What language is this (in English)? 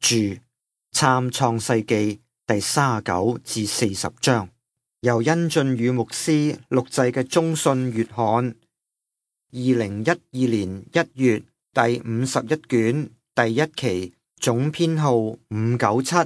Cantonese